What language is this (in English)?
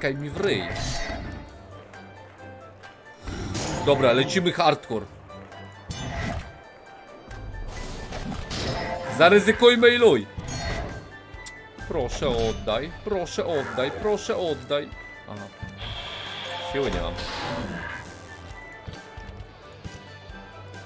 Polish